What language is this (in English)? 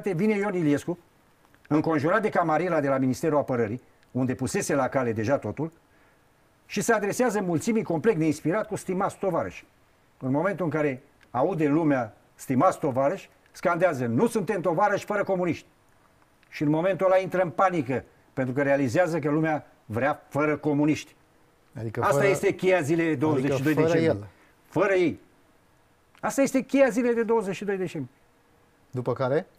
Romanian